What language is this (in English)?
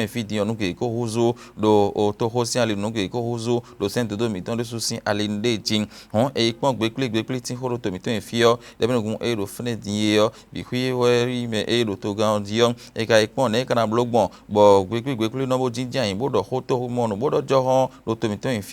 Fon